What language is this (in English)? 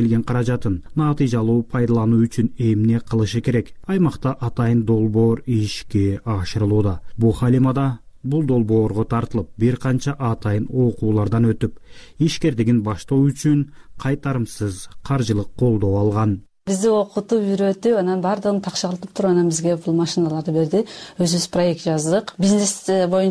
Kyrgyz